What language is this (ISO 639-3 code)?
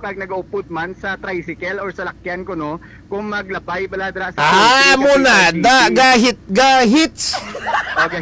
hil